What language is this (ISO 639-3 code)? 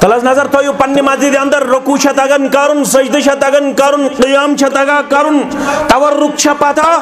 kas